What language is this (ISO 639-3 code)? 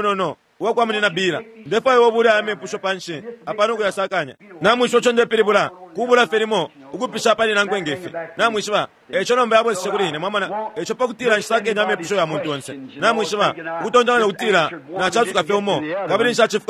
bem